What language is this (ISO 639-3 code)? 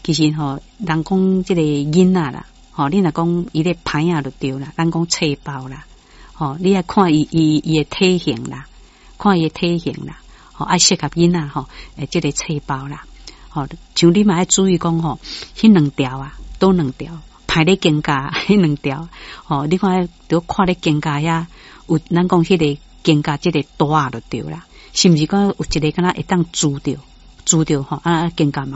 nan